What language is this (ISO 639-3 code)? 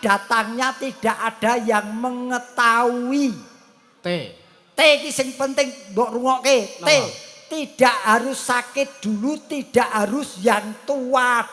jav